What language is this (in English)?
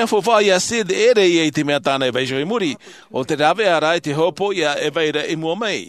Tahitian